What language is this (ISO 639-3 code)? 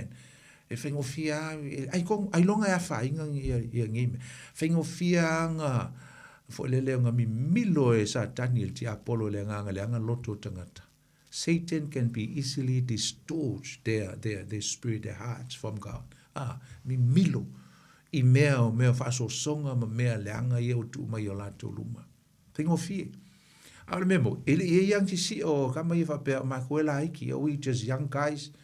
smo